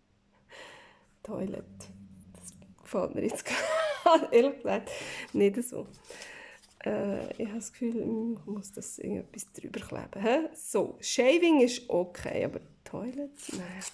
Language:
Swiss German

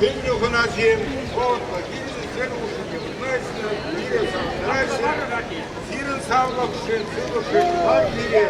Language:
Chuvash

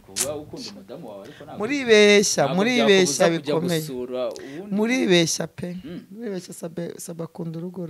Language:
Kinyarwanda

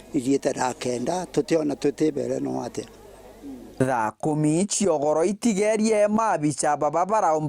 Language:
Meru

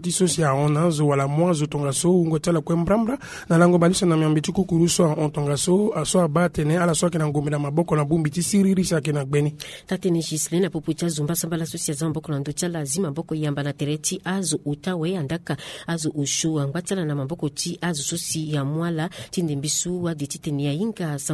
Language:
Sango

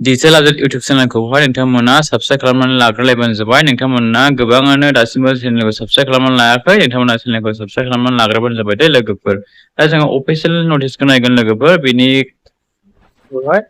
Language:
Bodo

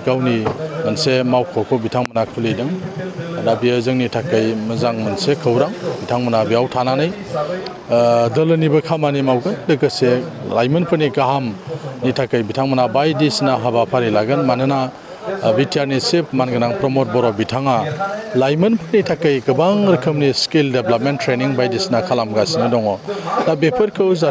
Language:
Bodo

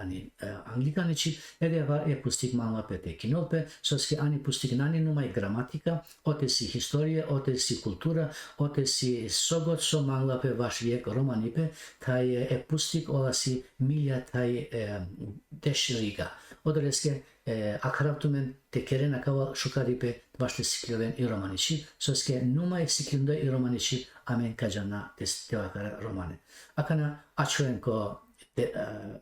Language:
Balkan Romani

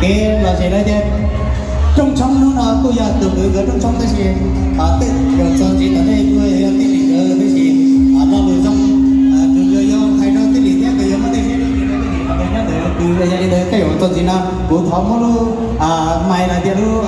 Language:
Hmong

